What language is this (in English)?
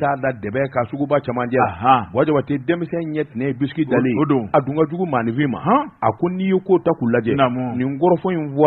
Bambara